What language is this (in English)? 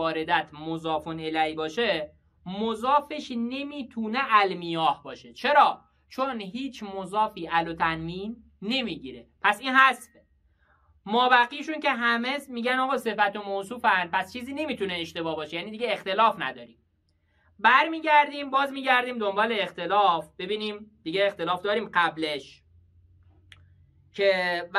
Persian